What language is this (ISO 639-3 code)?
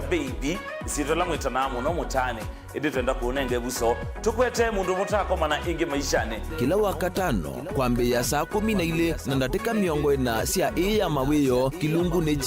kam